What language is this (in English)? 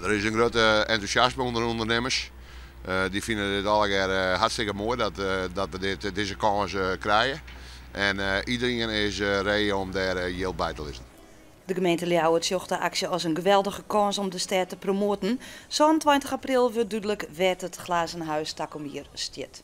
Western Frisian